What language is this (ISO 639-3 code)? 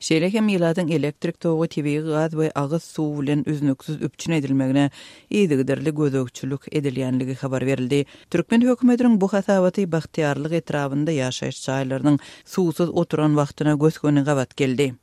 tuk